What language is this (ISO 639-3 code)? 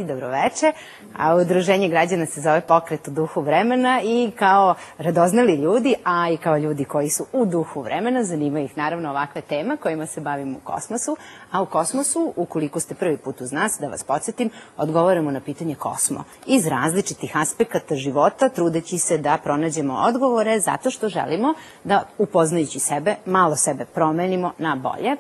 srp